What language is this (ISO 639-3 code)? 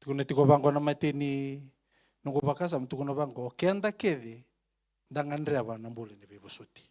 fij